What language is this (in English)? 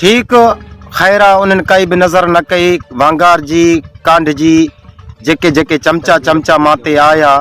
Sindhi